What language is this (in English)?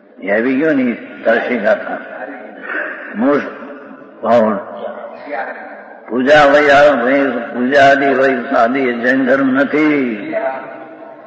Gujarati